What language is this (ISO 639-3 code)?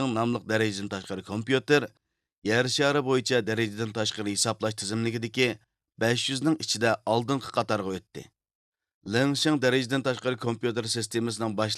uig